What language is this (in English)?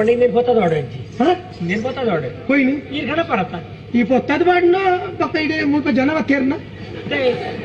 Tulu